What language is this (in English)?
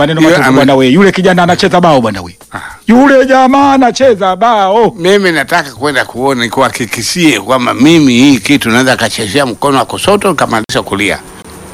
Swahili